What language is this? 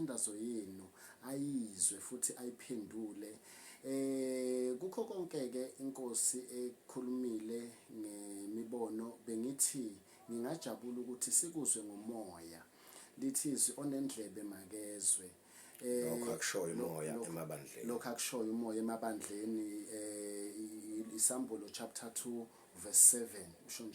Zulu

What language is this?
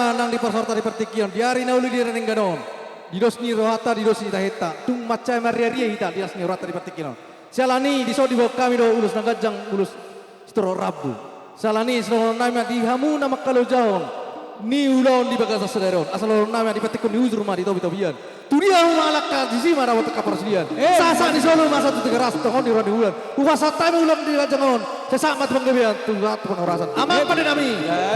Batak Toba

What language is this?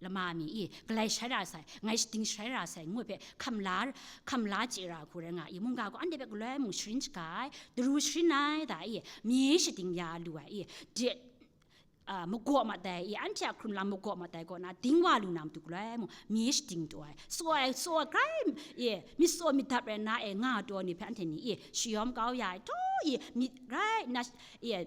Kachin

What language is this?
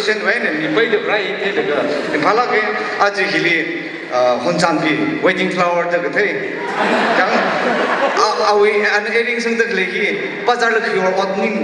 Tangkhul Naga (India)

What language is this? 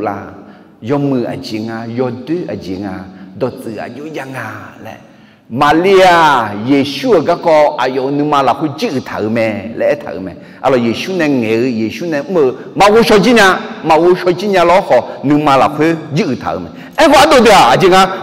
Akha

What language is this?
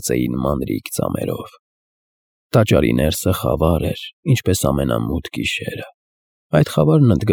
Armenian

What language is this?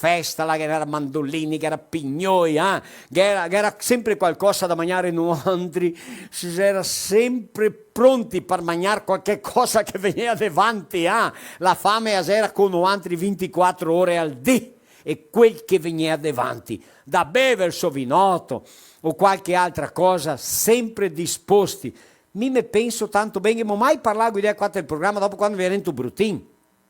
Venetian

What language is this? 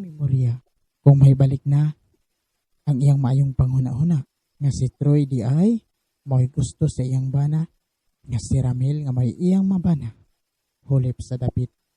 Cebuano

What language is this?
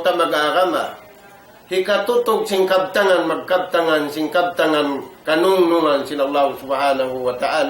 Tausug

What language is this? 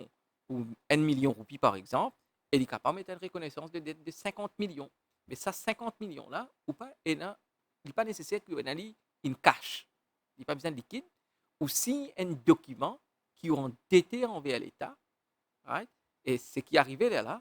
Morisyen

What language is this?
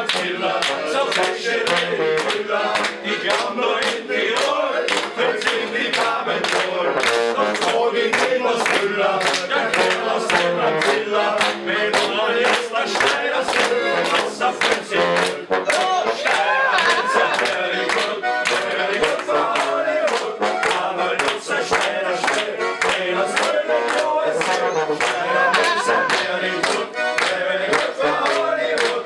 Bavarian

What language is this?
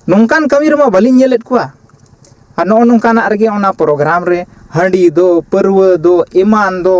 Santali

